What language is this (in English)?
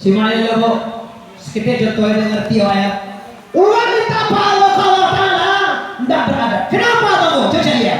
Minangkabau